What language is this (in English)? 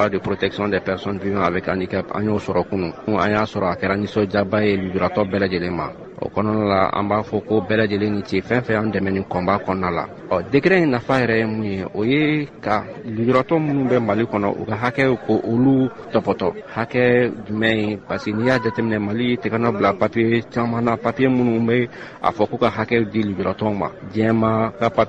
Bambara